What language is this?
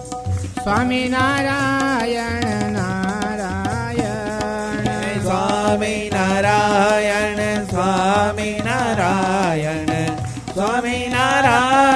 Gujarati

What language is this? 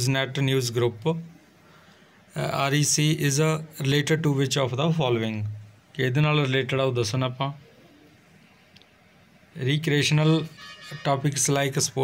Punjabi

